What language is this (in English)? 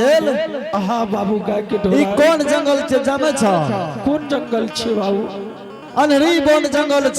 Angika